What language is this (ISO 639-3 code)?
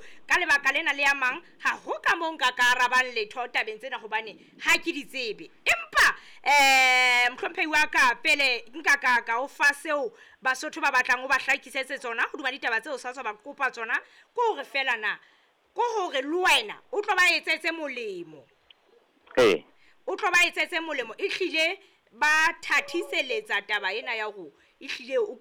sot